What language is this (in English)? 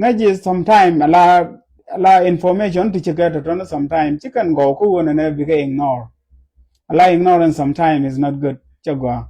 Nuer